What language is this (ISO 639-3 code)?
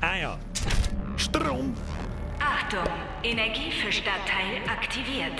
bar